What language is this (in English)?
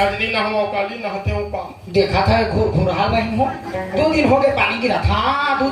Chhattisgarhi